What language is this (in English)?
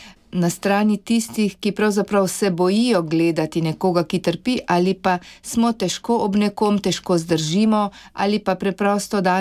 Slovenian